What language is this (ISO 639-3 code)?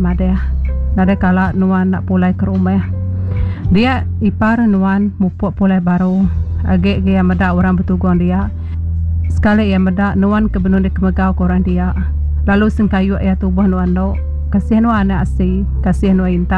iba